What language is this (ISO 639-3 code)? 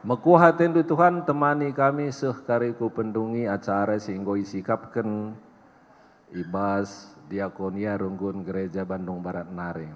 btx